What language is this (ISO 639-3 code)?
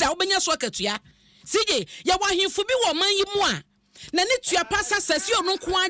aka